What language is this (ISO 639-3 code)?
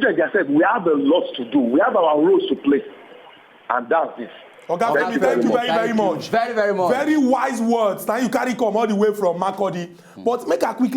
pcm